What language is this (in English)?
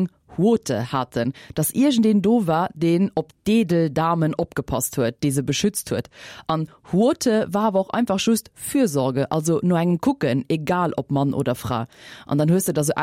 Luxembourgish